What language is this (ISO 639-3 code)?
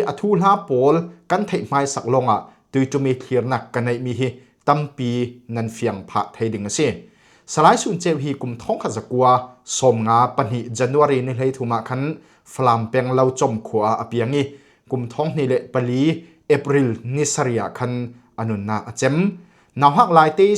cfm